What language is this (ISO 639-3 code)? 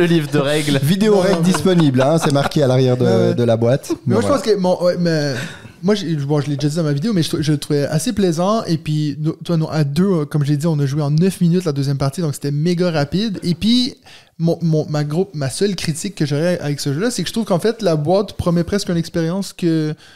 fra